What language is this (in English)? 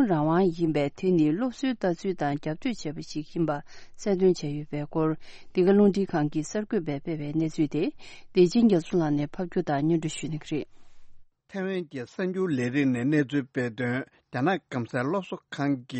Tibetan